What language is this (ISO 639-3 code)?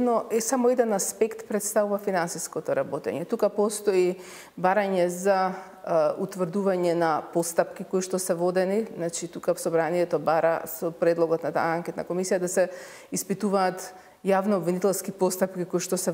mkd